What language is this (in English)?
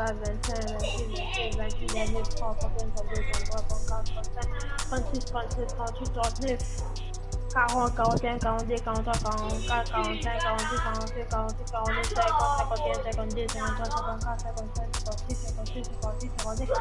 Morisyen